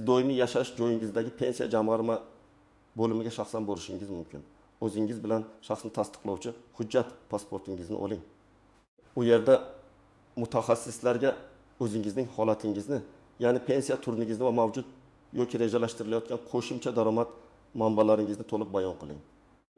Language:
Uzbek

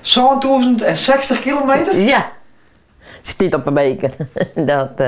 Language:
Western Frisian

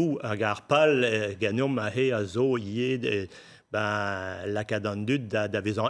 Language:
Breton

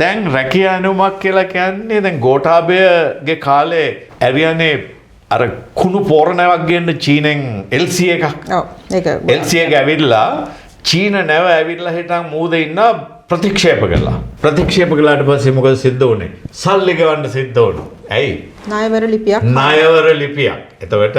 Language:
Sinhala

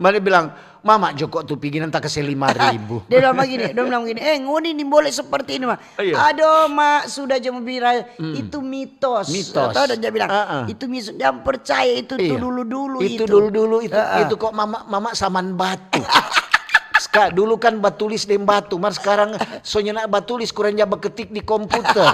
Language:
Manado Malay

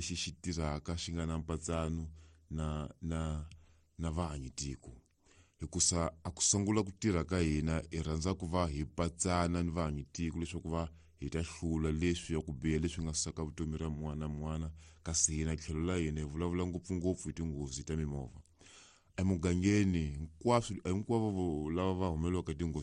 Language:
Tsonga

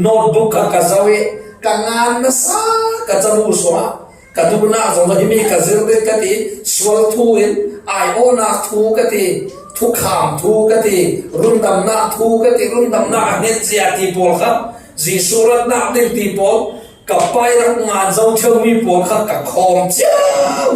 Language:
Falam Chin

